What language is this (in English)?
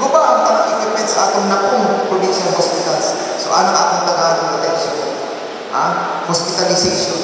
Cebuano